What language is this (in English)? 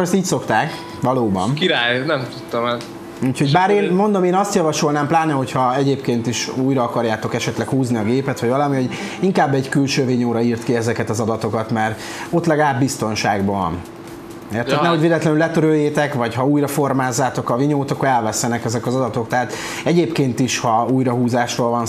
Hungarian